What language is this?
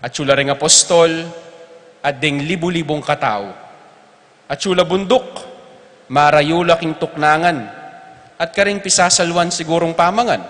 Pampanga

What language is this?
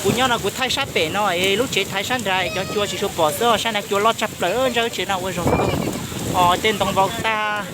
Hmong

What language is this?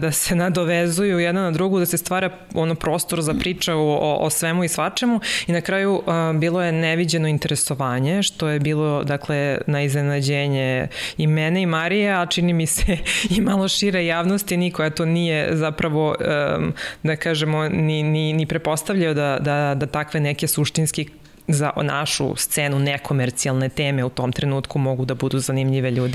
Serbian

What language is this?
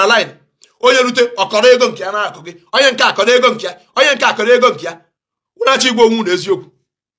Igbo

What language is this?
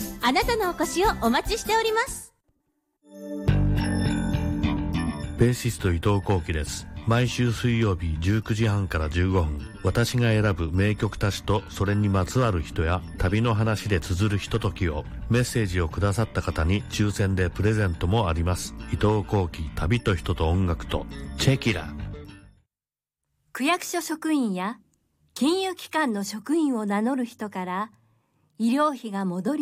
Japanese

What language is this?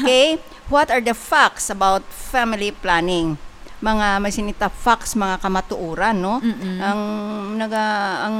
Hiligaynon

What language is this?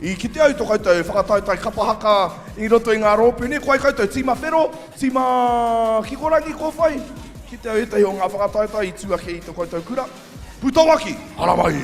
Māori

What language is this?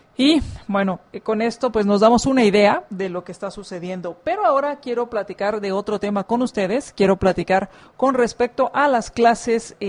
Spanish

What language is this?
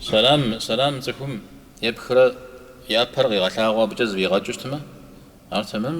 Kabardian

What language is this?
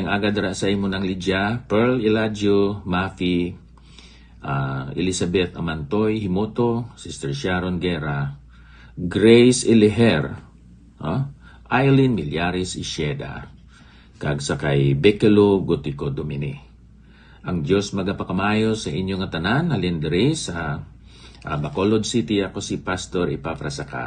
Hiligaynon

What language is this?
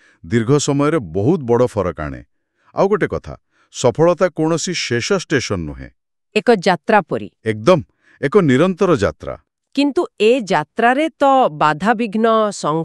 Odia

